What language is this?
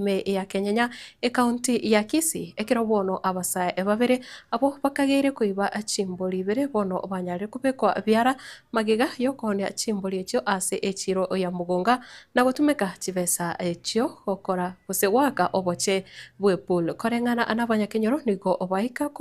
Gusii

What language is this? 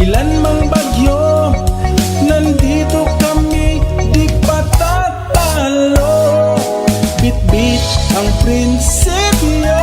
Bikol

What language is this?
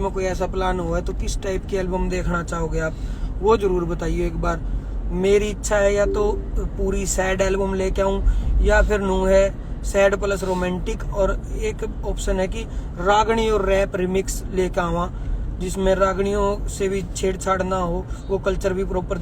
Haryanvi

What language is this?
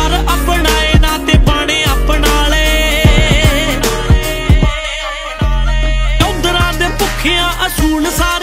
Punjabi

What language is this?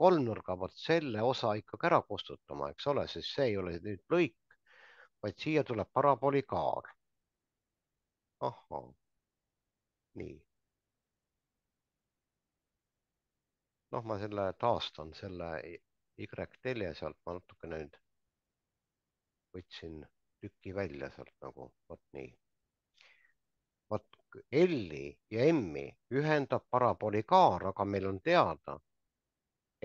Estonian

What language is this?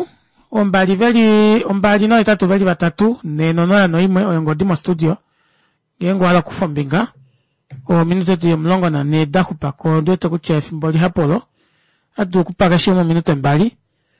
Kuanyama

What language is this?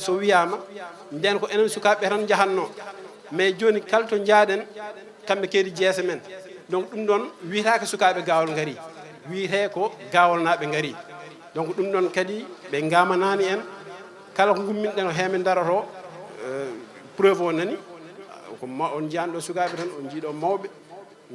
Fula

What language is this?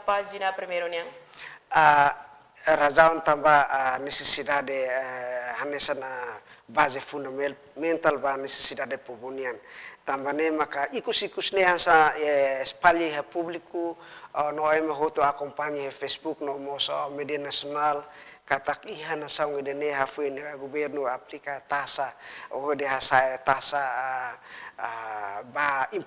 Tetum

